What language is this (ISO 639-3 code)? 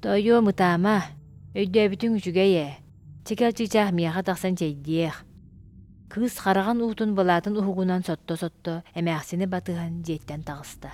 sah